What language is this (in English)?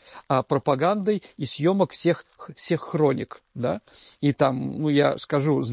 Russian